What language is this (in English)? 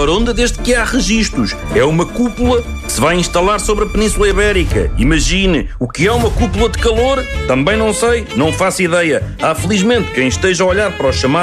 Portuguese